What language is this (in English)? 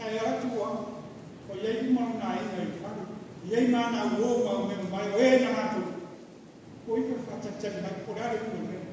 Samoan